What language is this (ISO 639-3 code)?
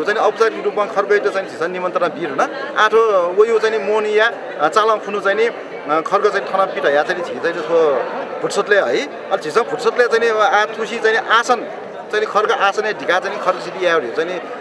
new